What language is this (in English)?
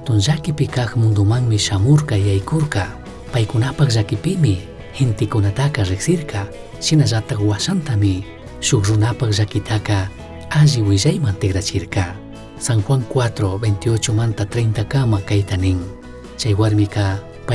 Chimborazo Highland Quichua